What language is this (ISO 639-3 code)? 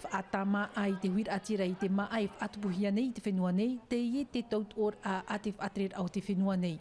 tah